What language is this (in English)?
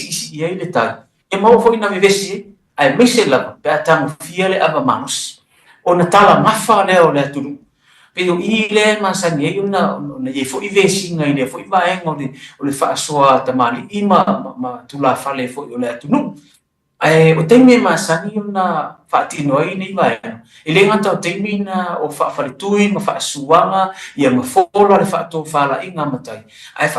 Samoan